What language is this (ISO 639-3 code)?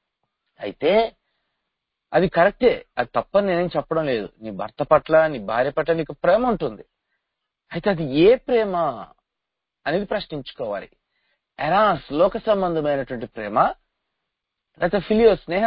tel